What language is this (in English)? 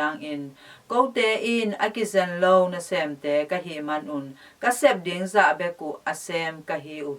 Tedim Chin